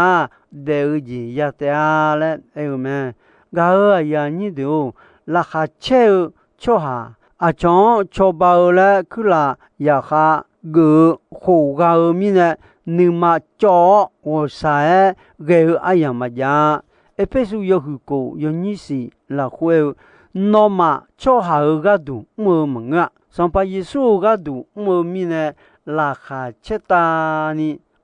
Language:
Akha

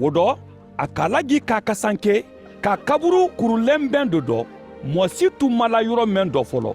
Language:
Mandingo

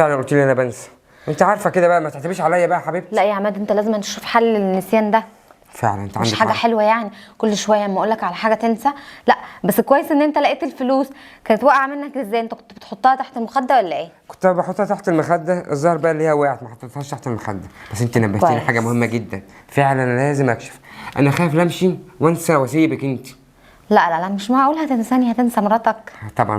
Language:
Egyptian Arabic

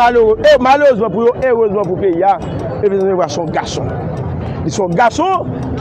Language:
Haitian Creole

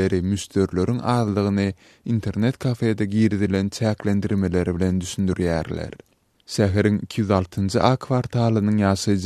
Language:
Turkmen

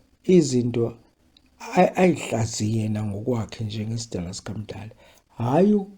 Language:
Zulu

